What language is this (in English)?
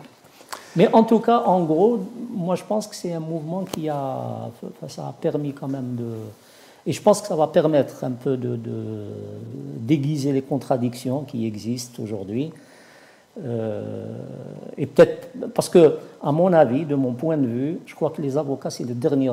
French